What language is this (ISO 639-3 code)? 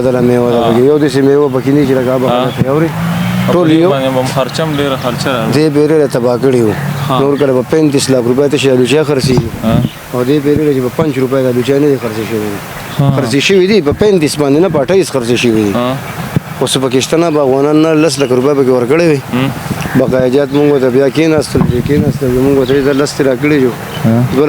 pus